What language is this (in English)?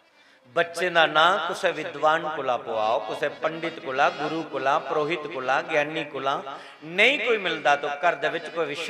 Dogri